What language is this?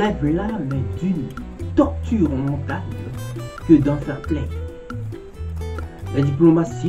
French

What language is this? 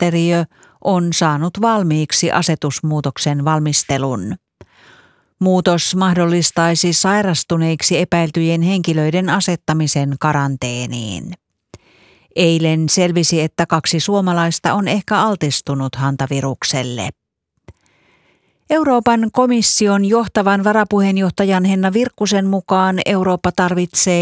Finnish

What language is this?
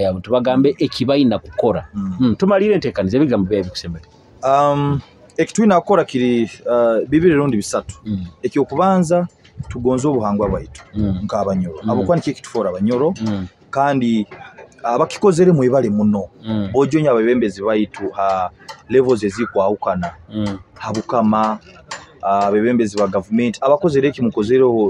Nyoro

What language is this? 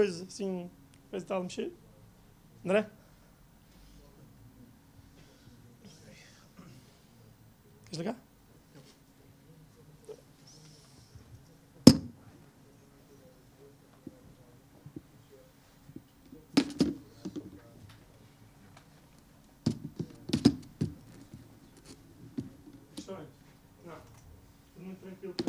Portuguese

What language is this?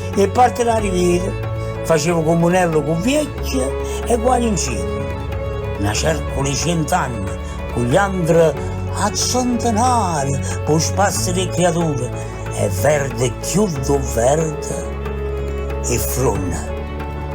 Neapolitan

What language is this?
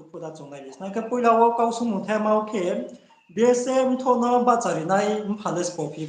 Riang (India)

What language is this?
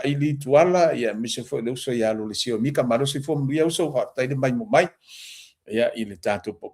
Samoan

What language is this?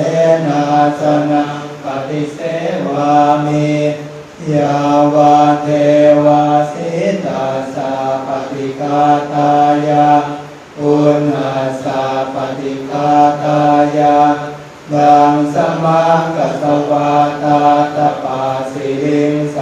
Pali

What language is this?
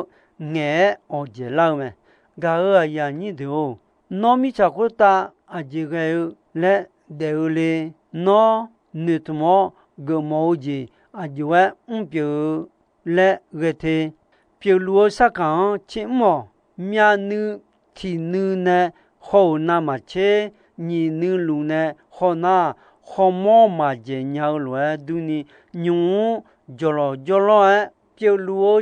Akha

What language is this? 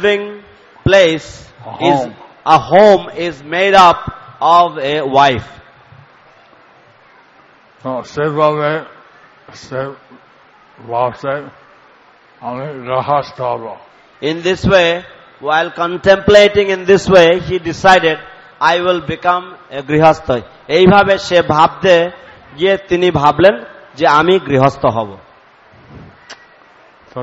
Bangla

